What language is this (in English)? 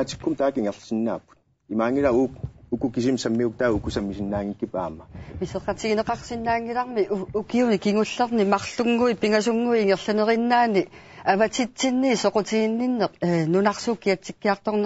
Kalaallisut